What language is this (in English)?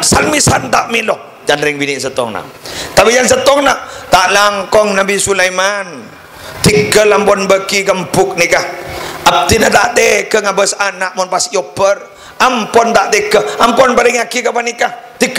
Madurese